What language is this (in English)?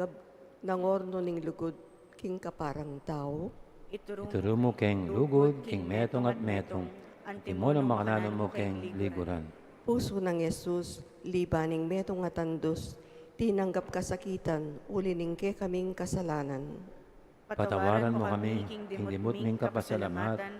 Pampanga